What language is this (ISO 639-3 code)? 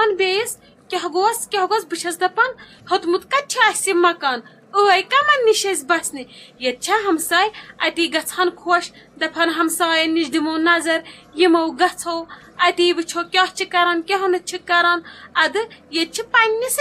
kas